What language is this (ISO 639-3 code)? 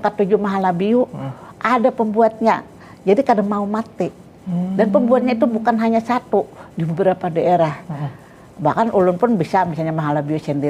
bjn